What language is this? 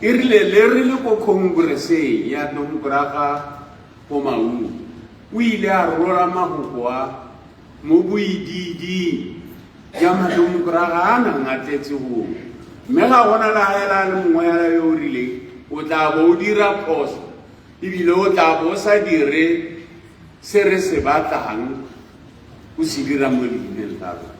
Tswana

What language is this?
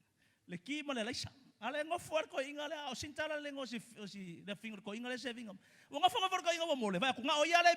Samoan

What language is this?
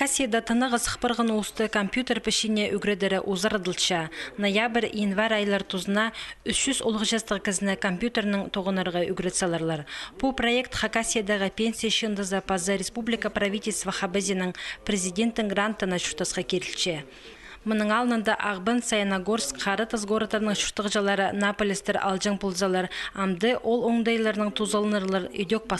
Khakas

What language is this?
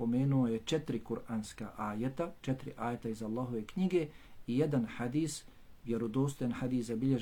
Bosnian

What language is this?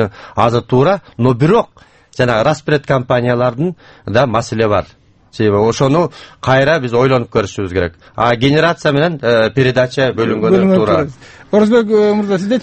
Kyrgyz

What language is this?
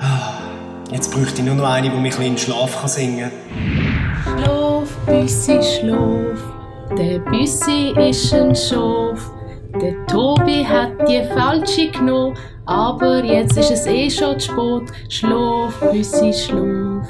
Swiss German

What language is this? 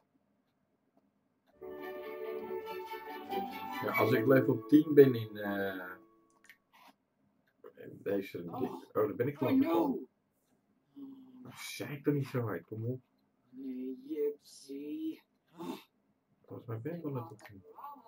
Dutch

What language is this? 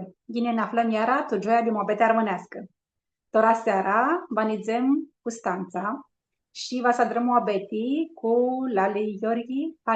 Aromanian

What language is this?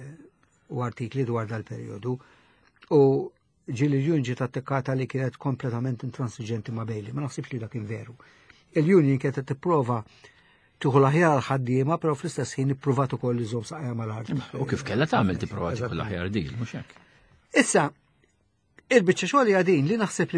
Maltese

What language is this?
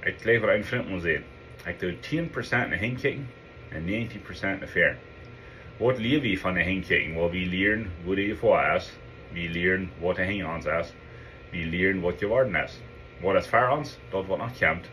Plautdietsch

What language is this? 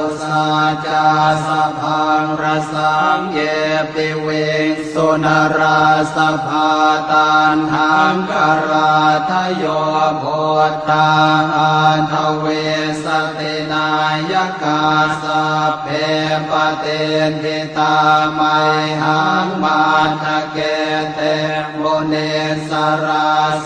Pali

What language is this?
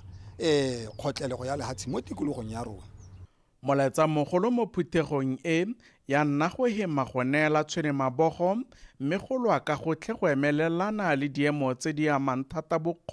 Tswana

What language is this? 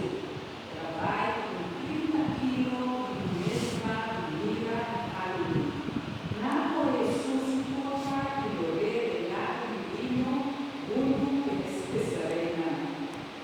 Papiamento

